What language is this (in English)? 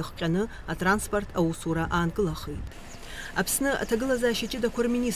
Abkhazian